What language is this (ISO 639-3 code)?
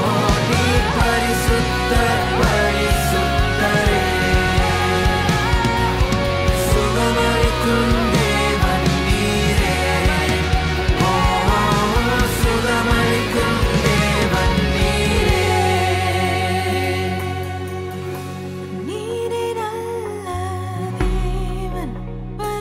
tam